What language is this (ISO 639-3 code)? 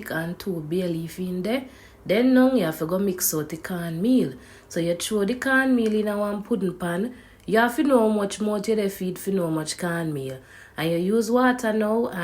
jam